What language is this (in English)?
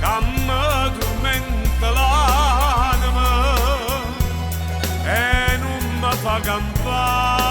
Neapolitan